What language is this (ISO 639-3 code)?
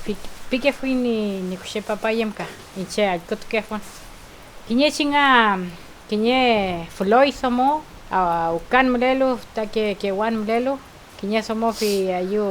arn